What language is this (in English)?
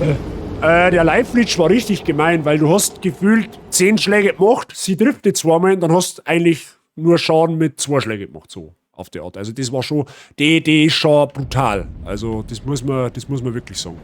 Bavarian